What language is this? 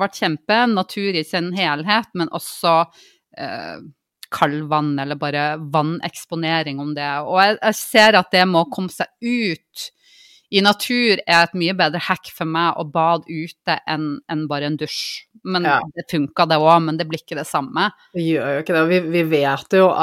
Norwegian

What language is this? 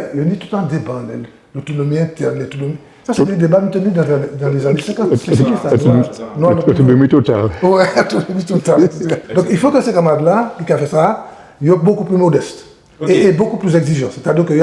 Guadeloupean Creole French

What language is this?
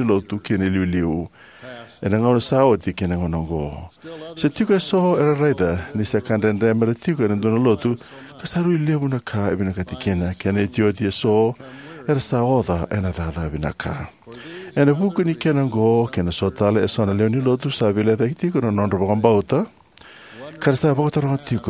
Fijian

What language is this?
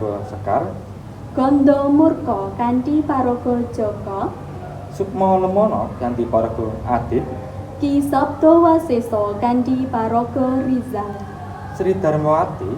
Javanese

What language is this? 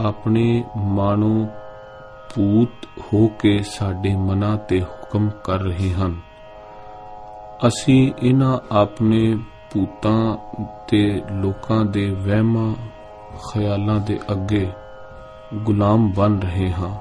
Punjabi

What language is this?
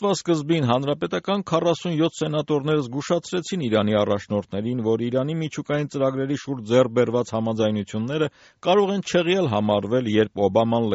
Armenian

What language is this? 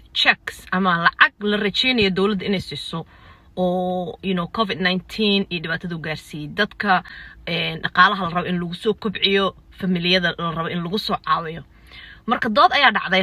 Somali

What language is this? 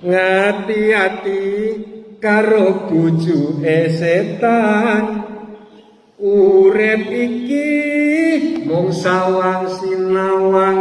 Javanese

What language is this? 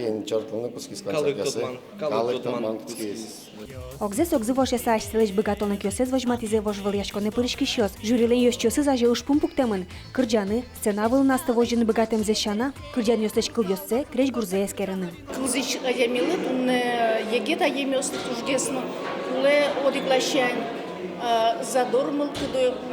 Udmurt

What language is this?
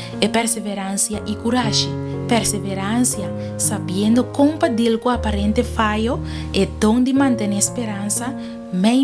Papiamento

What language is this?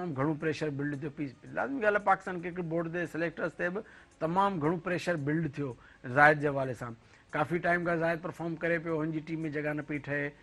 Sindhi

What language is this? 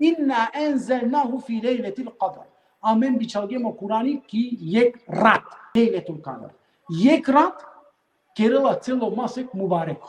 Balkan Romani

